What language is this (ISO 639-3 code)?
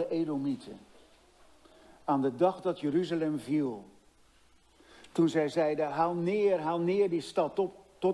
nld